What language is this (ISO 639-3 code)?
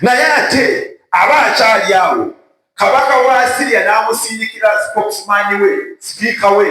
lug